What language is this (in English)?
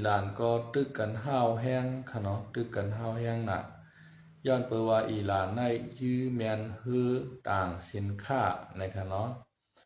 Shan